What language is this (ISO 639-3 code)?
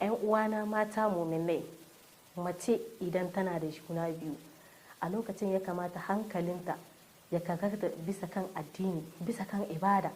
hau